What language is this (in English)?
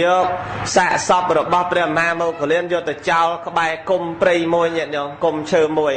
Khmer